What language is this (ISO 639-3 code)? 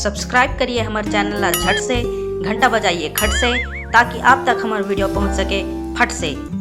hne